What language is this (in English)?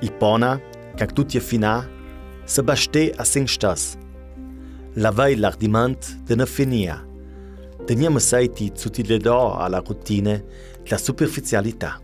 Ladin